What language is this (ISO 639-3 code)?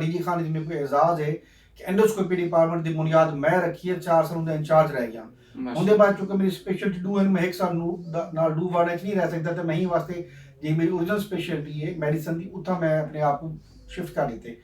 skr